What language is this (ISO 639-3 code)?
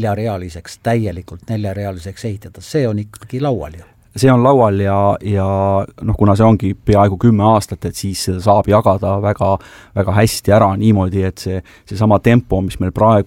est